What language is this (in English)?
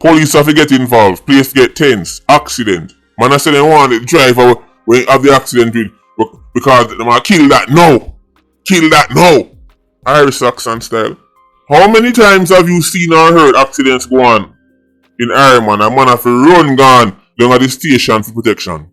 Jamaican Creole English